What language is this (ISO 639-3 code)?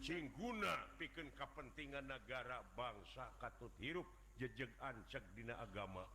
sun